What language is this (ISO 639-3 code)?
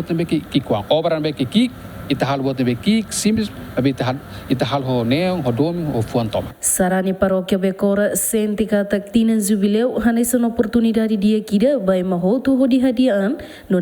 tet